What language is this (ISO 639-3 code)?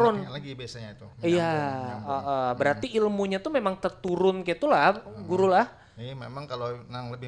bjn